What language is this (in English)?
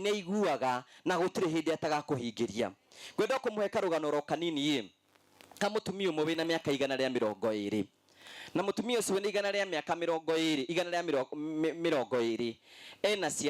Kikuyu